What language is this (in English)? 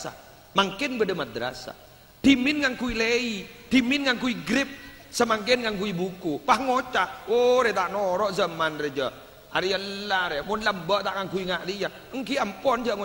Madurese